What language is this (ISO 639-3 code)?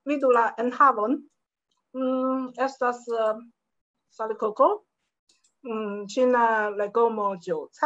epo